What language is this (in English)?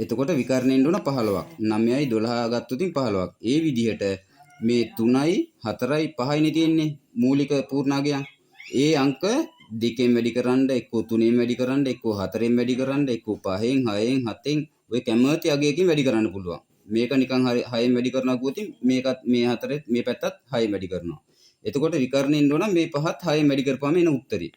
Sinhala